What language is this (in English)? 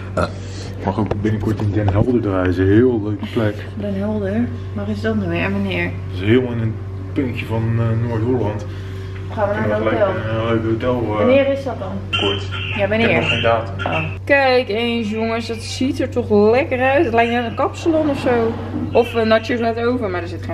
Dutch